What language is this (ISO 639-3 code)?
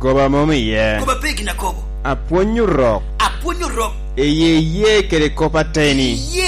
laj